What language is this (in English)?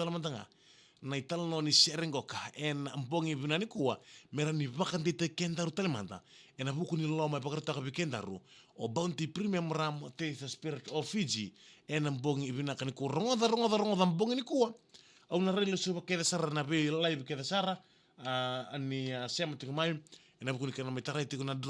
Fijian